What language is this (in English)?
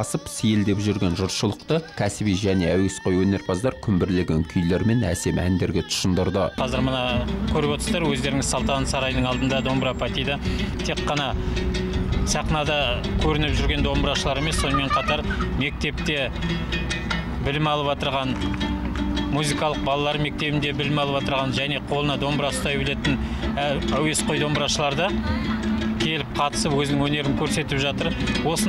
Kazakh